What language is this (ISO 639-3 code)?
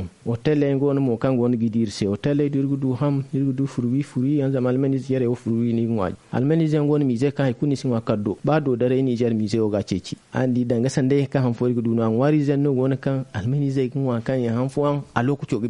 dje